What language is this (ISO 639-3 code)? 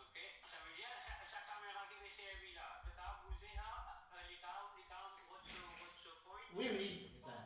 mfe